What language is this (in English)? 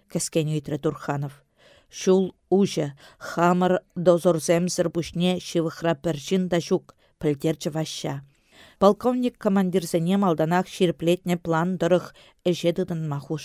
Chuvash